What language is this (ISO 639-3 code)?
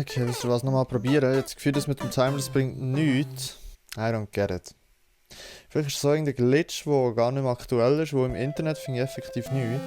gsw